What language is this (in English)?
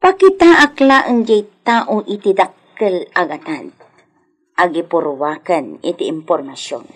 Iloko